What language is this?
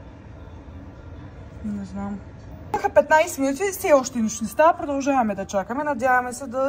Bulgarian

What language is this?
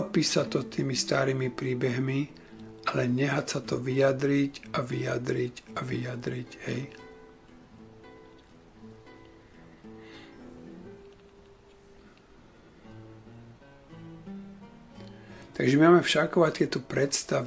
Slovak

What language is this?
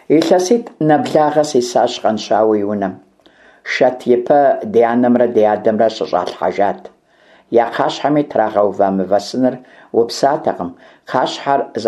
Kabardian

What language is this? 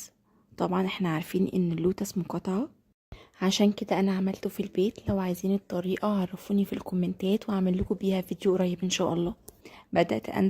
Egyptian Arabic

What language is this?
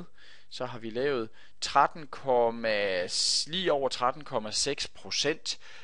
Danish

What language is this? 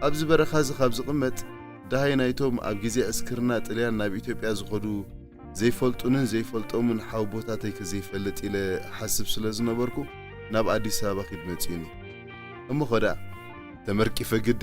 Tigrinya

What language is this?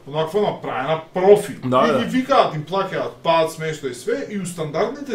Macedonian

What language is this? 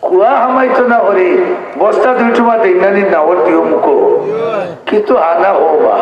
Sylheti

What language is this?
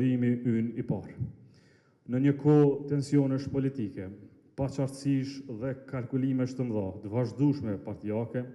Albanian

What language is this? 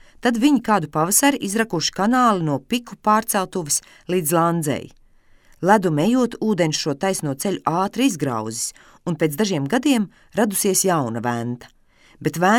Latvian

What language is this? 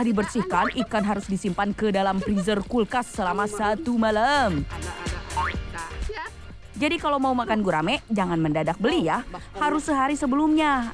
Indonesian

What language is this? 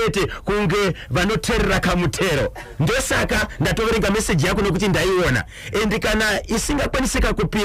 Shona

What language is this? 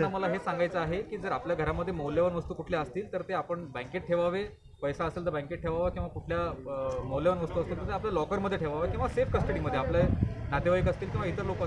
Marathi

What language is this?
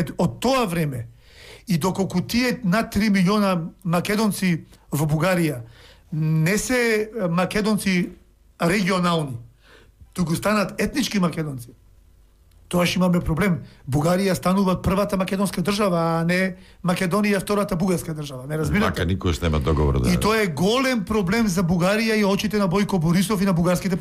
Macedonian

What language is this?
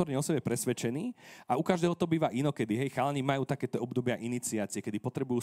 Slovak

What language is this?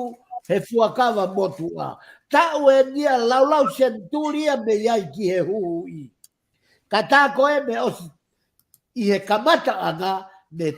Tongan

